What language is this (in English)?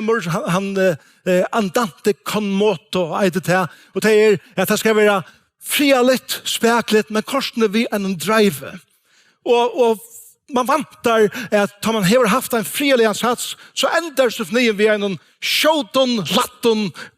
Faroese